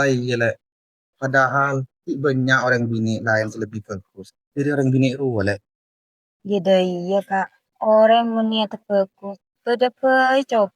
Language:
Madurese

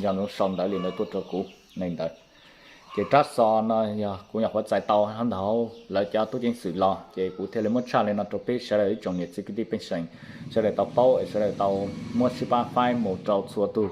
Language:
Hmong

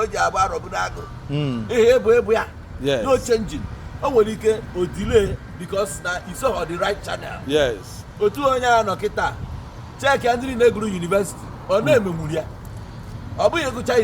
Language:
Igbo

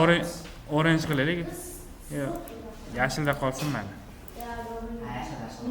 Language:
Uzbek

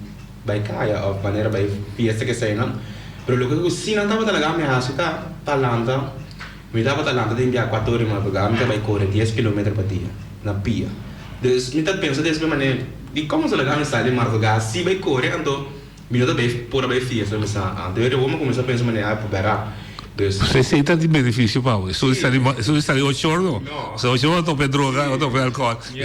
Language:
Papiamento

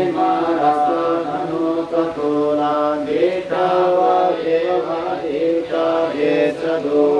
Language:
Pali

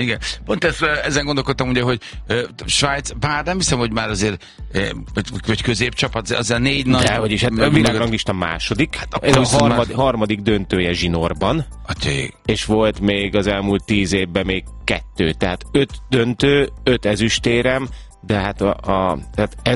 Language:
Hungarian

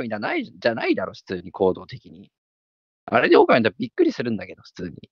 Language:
Japanese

